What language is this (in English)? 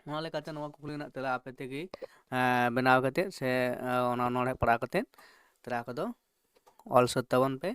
Santali